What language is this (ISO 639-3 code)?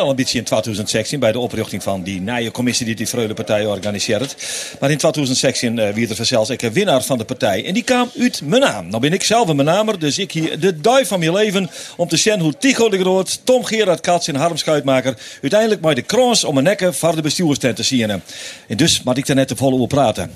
fry